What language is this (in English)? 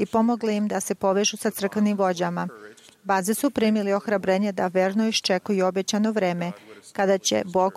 Serbian